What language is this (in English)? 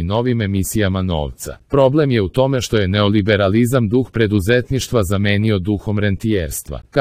Serbian